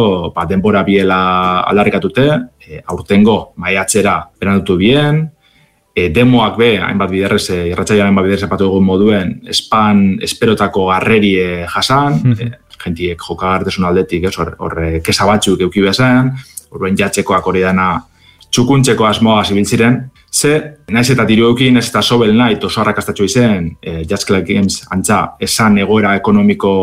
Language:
Basque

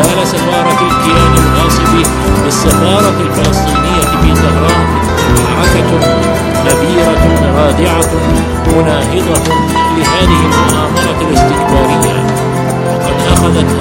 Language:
Arabic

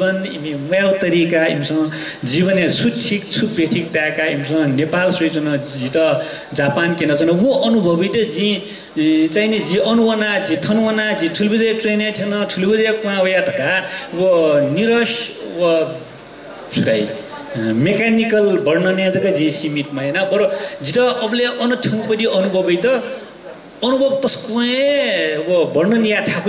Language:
Newari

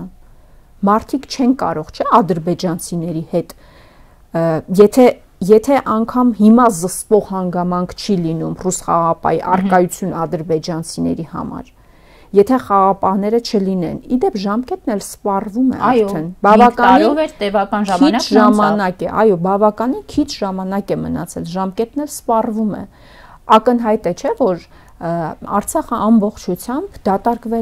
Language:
Armenian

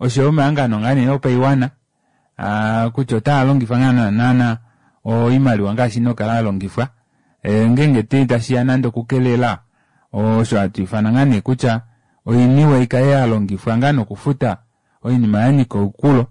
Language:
Kuanyama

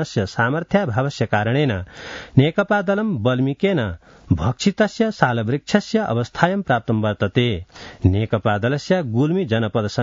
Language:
Sanskrit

